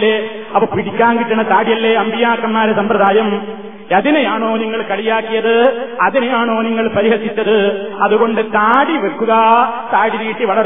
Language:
Malayalam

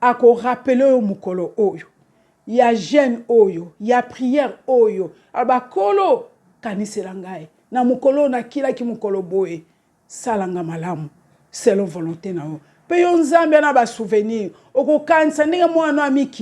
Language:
Lingala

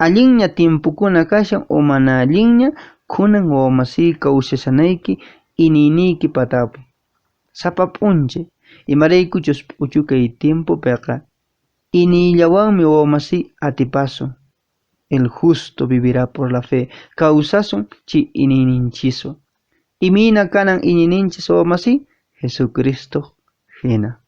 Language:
Quechua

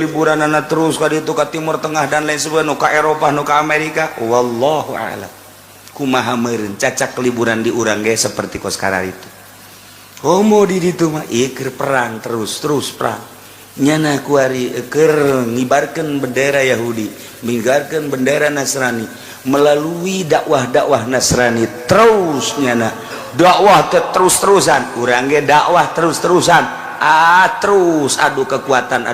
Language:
Sundanese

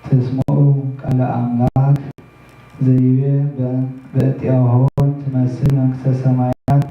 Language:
Geez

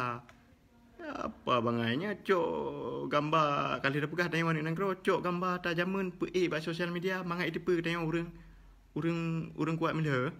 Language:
Achinese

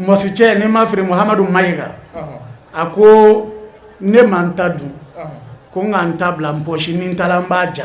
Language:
Bambara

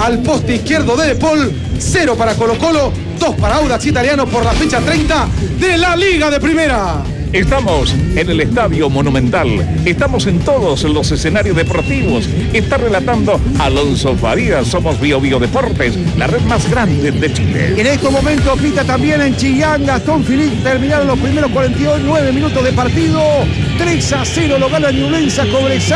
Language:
Spanish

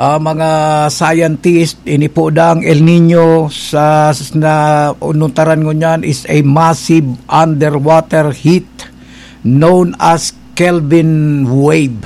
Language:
Bikol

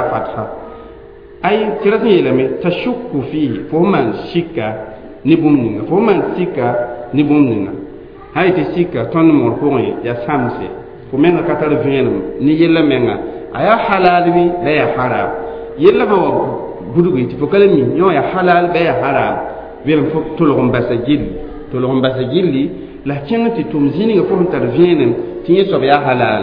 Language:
Mossi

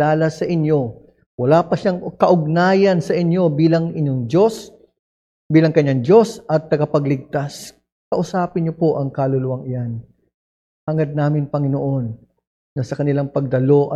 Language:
Filipino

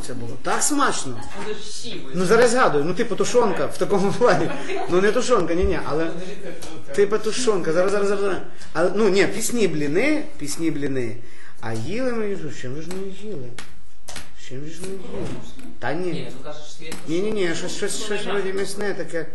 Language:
Ukrainian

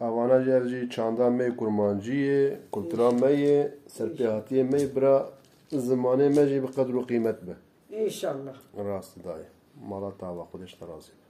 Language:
Kurdish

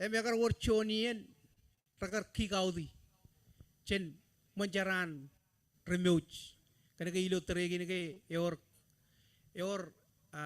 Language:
Marshallese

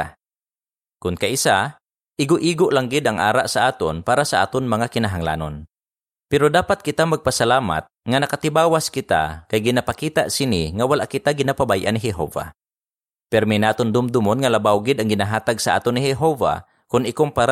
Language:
Hiligaynon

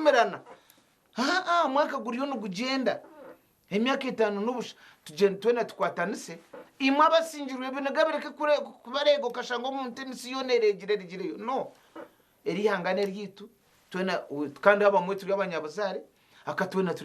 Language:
Nyankole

